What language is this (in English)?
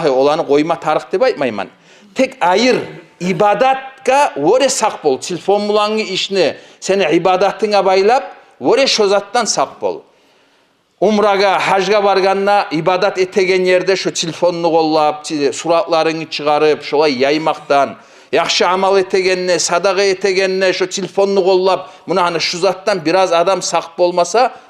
Kumyk